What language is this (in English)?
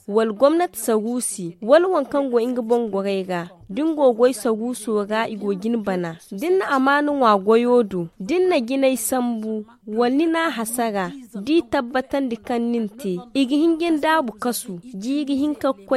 Zarma